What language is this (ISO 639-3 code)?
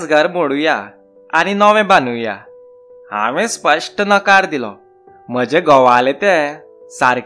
kok